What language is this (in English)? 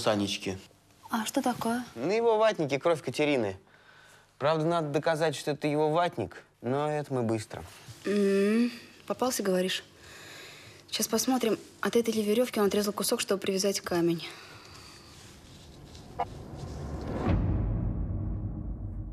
Russian